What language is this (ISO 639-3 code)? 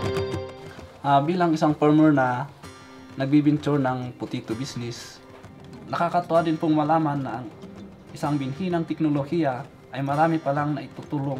fil